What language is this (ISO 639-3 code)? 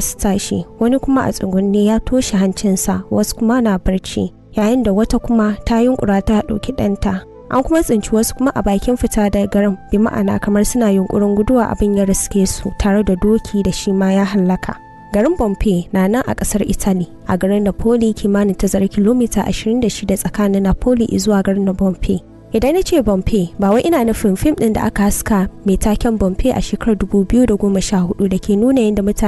hau